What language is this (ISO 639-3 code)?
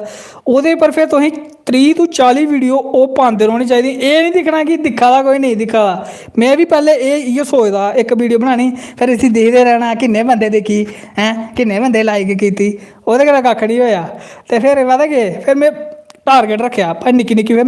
doi